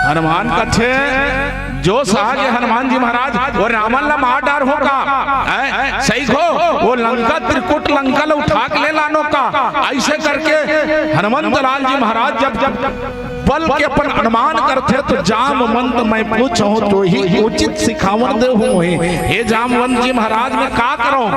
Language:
Chhattisgarhi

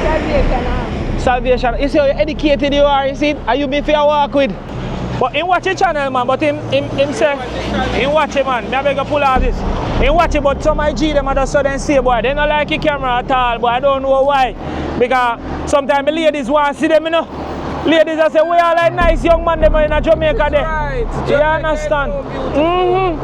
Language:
Jamaican Creole English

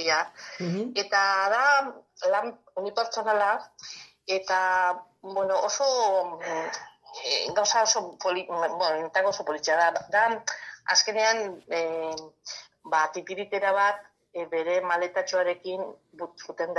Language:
Basque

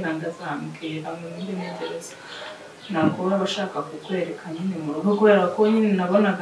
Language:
Kinyarwanda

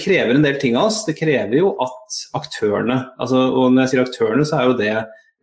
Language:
Norwegian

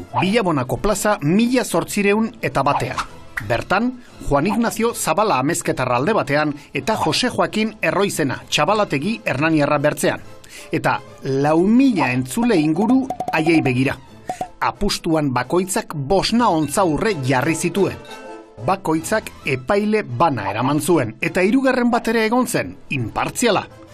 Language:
Basque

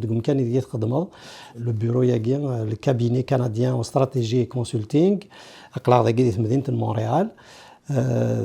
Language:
Kabyle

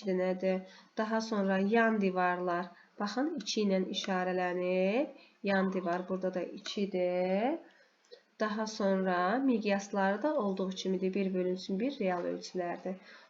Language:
Azerbaijani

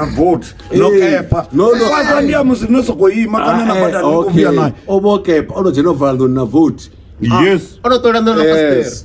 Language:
Venda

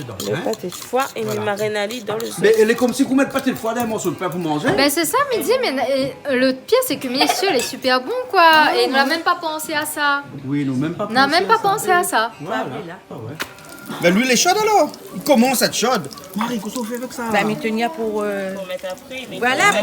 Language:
Réunion Creole French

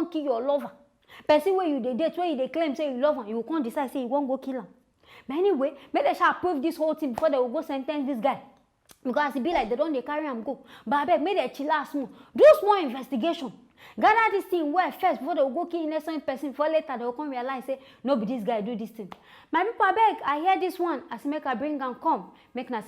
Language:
Nigerian Pidgin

